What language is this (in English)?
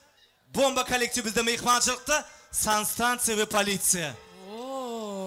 Turkmen